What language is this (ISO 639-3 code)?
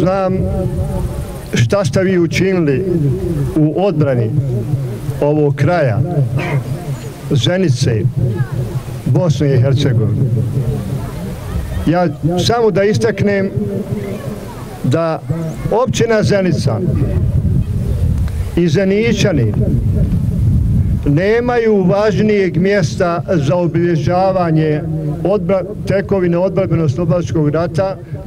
bos